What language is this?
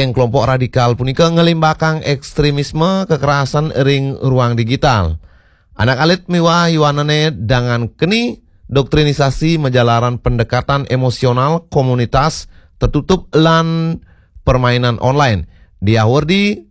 Balinese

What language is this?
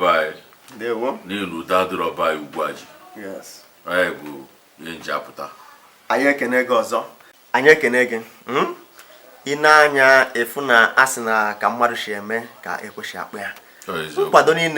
Igbo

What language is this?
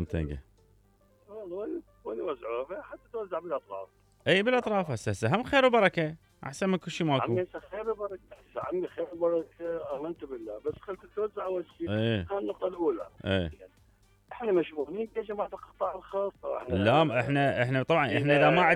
Mesopotamian Arabic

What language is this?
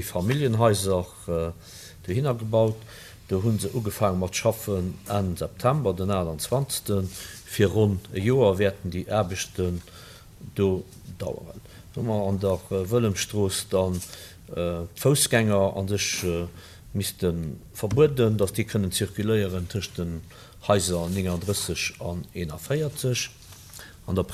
Luxembourgish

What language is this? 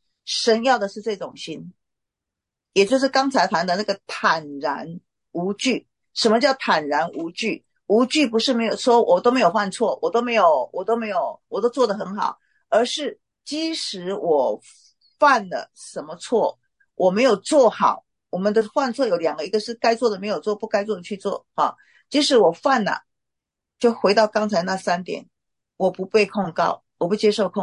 Chinese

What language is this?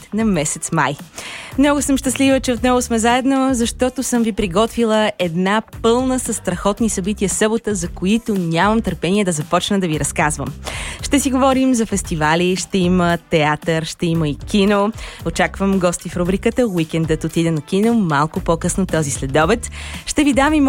Bulgarian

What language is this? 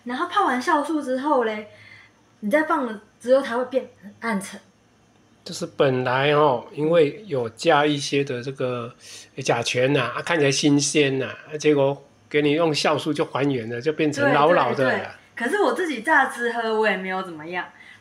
Chinese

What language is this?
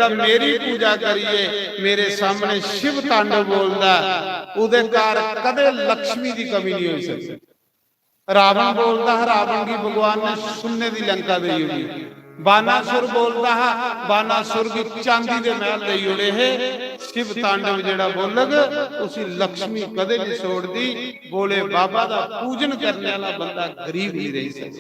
Dogri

